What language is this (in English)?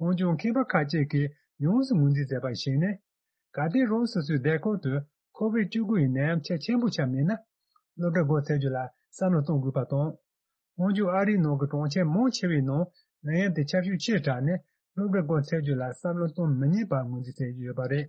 Tibetan